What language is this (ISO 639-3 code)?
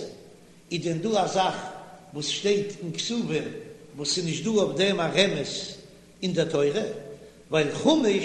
yid